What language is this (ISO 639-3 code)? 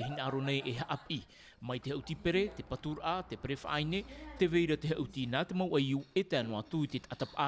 tah